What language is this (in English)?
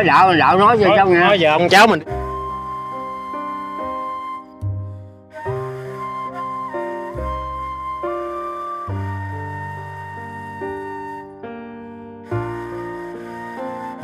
Vietnamese